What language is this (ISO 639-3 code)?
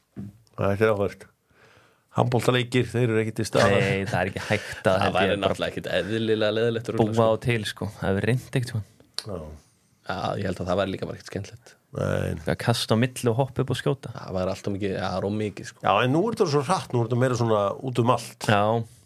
isl